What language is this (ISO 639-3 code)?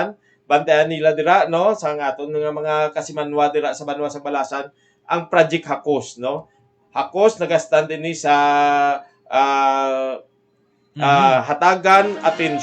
hil